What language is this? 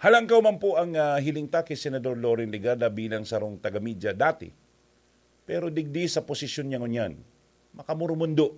Bikol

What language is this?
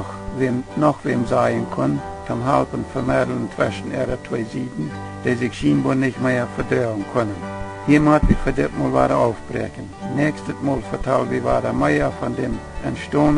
Plautdietsch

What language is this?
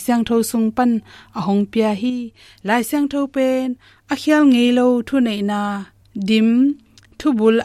Tedim Chin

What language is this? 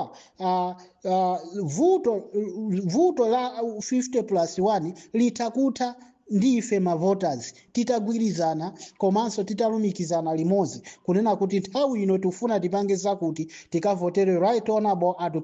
Nyanja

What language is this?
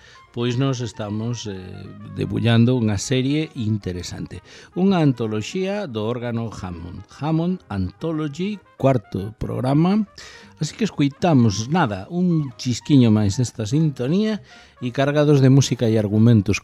Galician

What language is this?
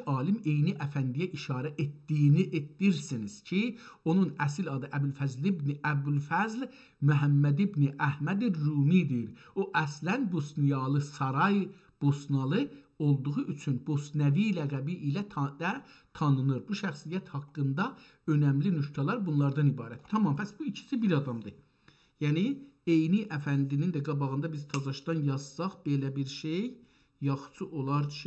South Azerbaijani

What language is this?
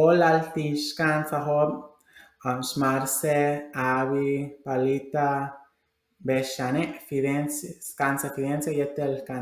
Yucateco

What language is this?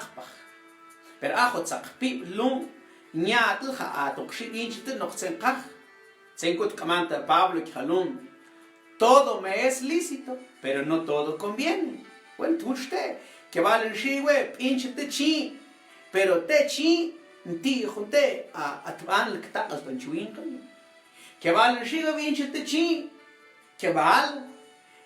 Mam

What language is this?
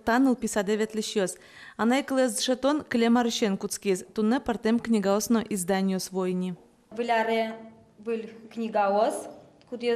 Udmurt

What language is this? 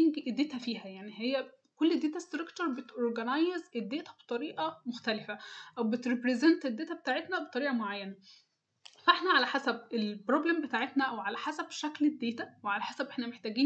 Egyptian Arabic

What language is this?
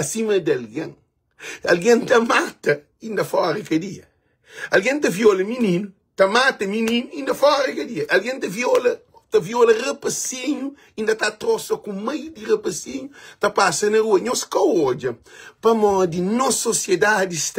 Kabuverdianu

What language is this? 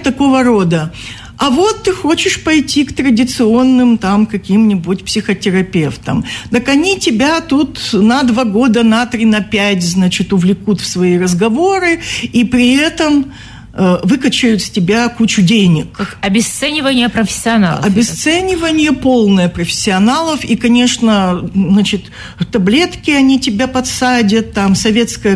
Russian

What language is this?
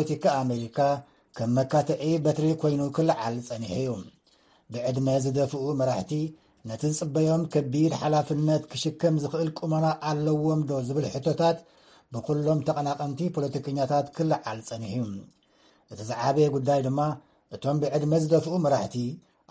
Tigrinya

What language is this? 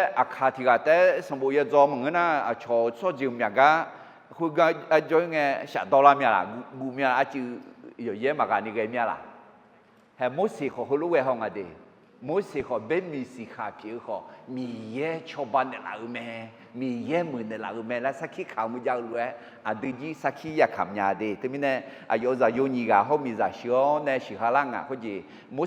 Akha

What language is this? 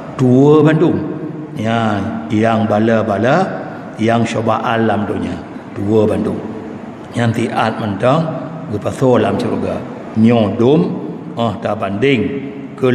Achinese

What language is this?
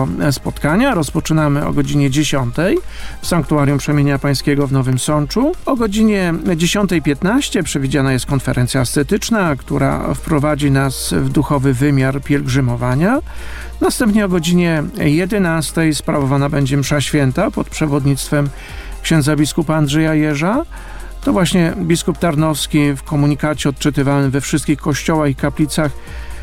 Polish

